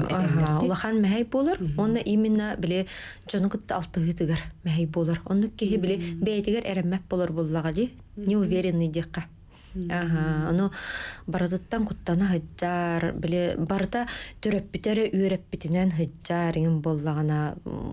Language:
Yakut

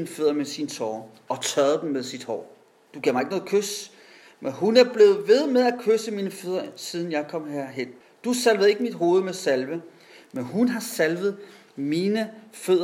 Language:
Danish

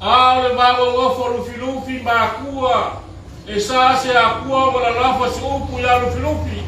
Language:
Samoan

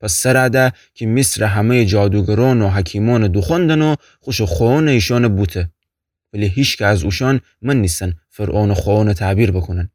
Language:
Gilaki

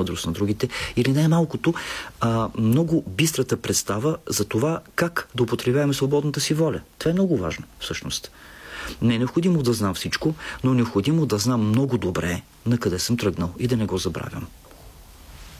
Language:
Bulgarian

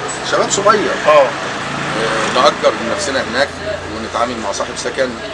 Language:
Egyptian Arabic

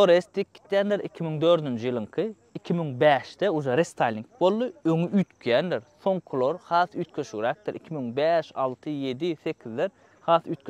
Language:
Turkmen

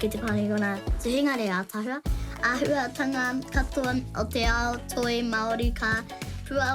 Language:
Māori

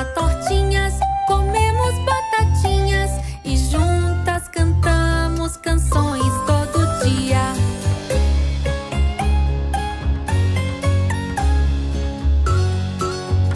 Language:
Portuguese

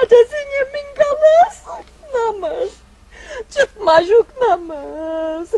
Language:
Chuvash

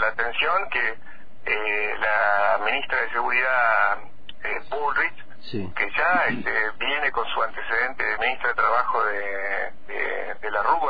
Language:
Spanish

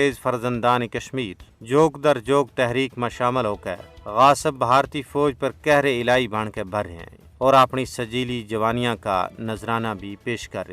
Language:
Gujari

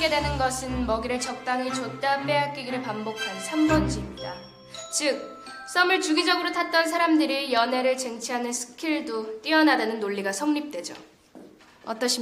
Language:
Korean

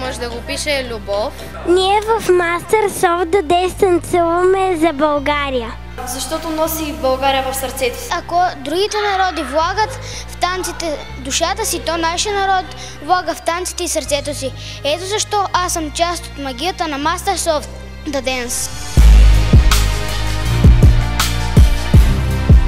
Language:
Bulgarian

